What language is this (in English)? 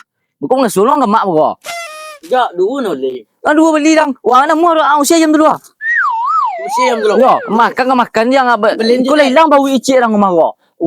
Minangkabau